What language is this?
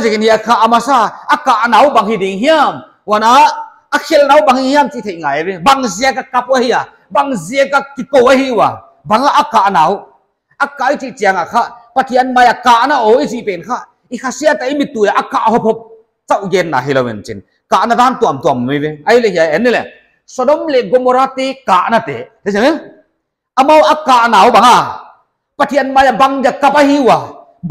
Paite Chin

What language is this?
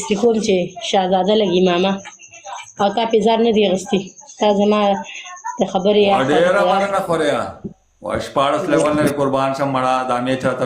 Pashto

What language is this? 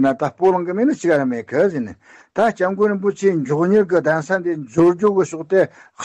Tibetan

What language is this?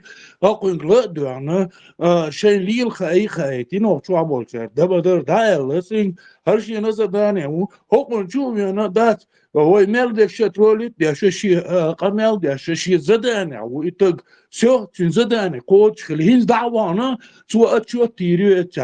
Chechen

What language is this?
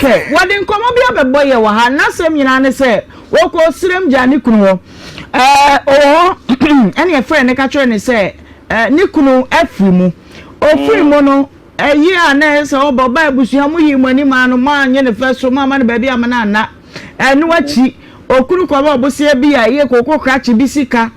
Akan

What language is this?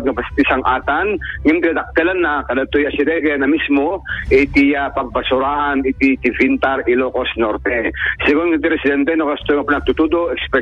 Iloko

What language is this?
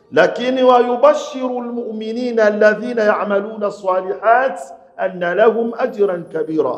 Swahili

